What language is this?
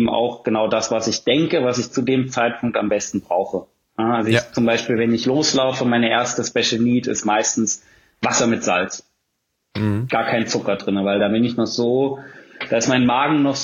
German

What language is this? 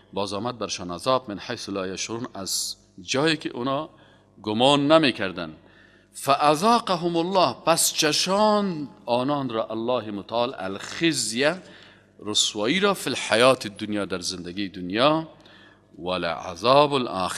Persian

